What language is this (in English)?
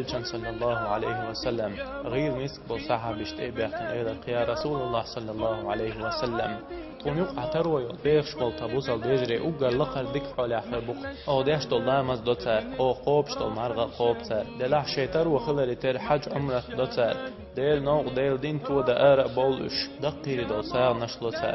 Chechen